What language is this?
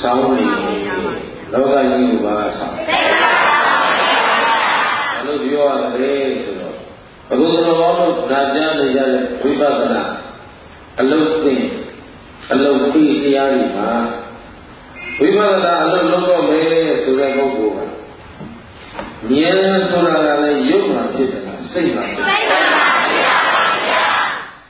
Burmese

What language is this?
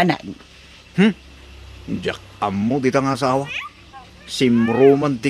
Iloko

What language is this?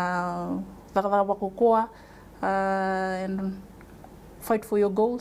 Fijian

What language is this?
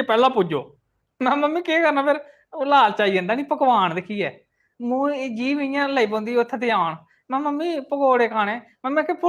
Dogri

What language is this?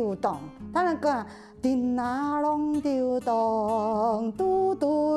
Hakka Chinese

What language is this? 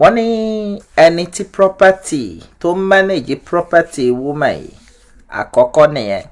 Yoruba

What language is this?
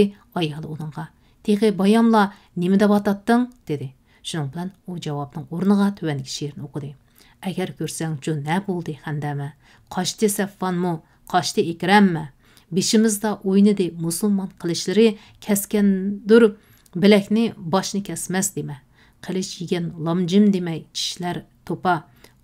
Uyghur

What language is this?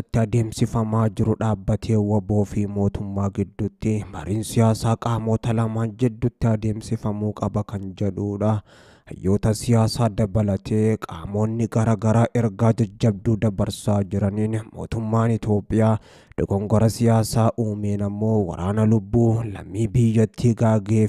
Oromo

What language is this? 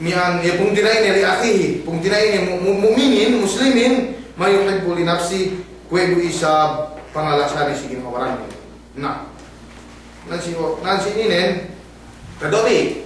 Yakan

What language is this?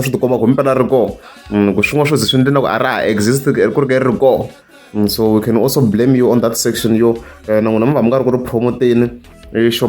Tsonga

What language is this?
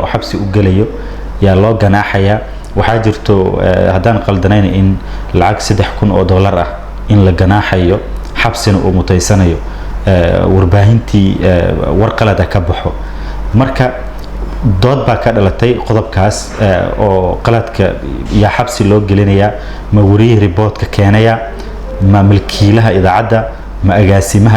Somali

